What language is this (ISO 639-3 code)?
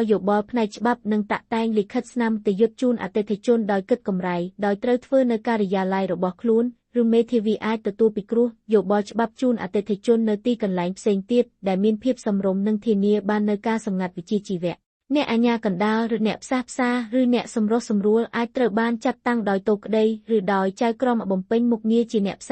khm